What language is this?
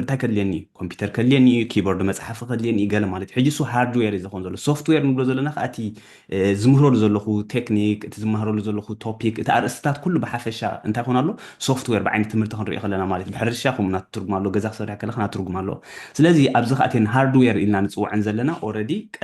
Tigrinya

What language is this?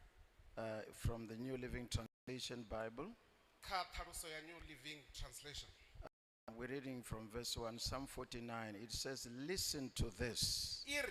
Venda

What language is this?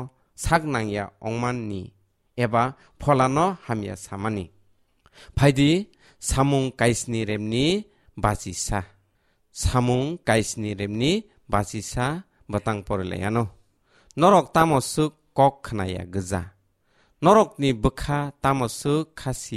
Kok Borok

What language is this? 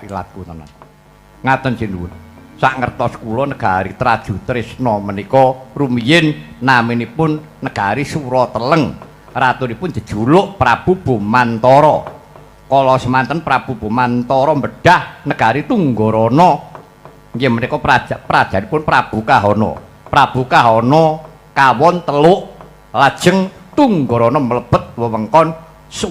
Javanese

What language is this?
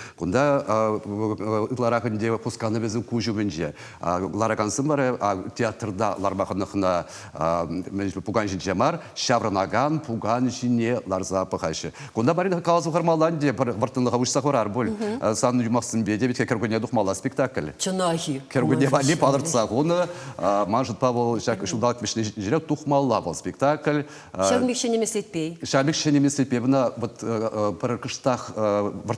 Chuvash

